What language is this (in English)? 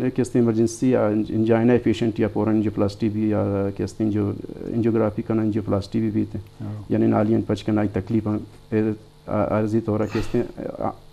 Eastern Balochi